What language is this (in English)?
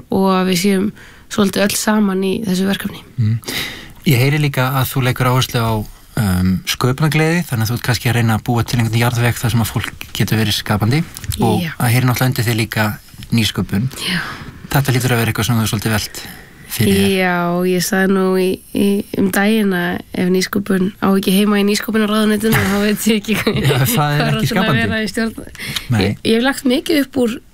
Icelandic